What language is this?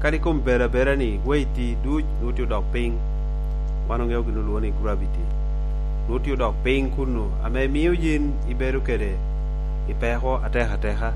Lango (Uganda)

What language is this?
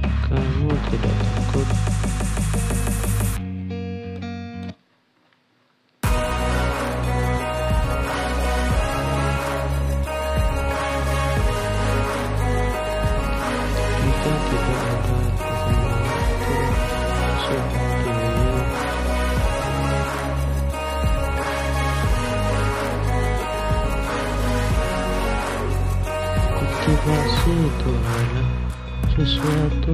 Indonesian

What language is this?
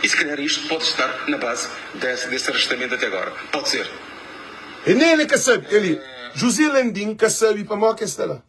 Kabuverdianu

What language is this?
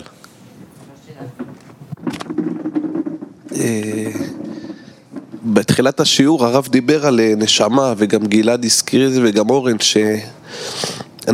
Hebrew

